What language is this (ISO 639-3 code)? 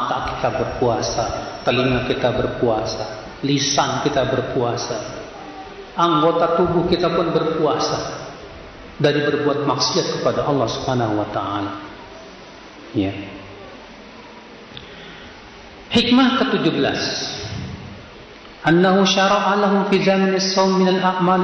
ind